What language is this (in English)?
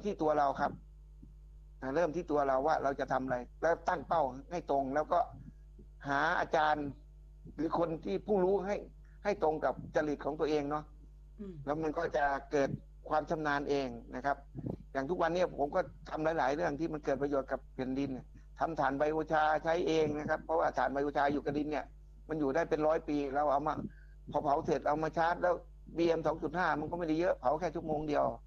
Thai